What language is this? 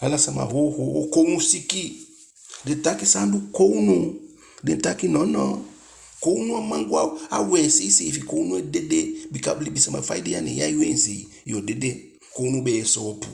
Eastern Maroon Creole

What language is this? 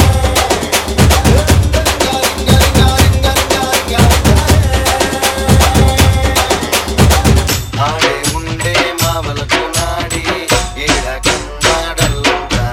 Telugu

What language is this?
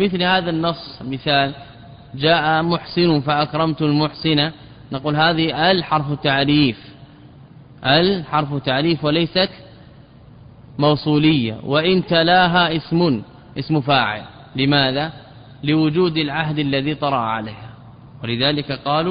Arabic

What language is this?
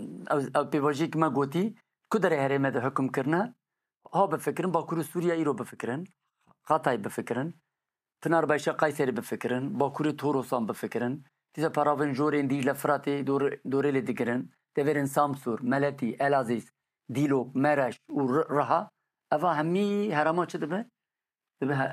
Kurdish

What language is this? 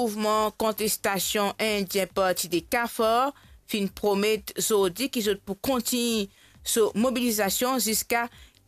Morisyen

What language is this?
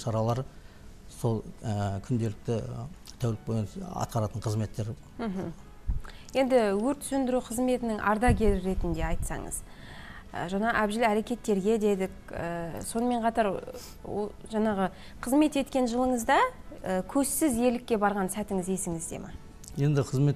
Kazakh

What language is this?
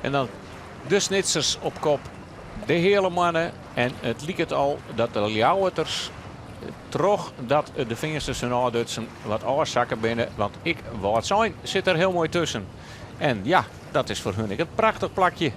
Western Frisian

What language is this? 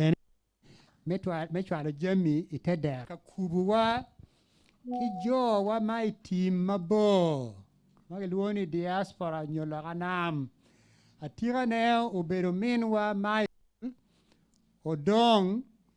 Acoli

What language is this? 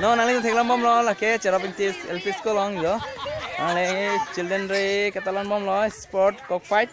Karbi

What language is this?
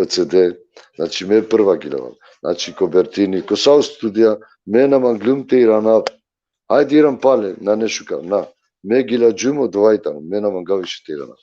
Balkan Romani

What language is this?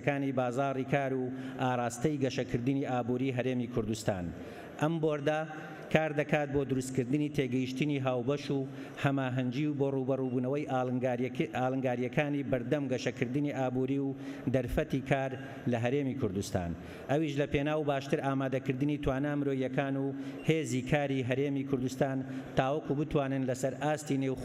Central Kurdish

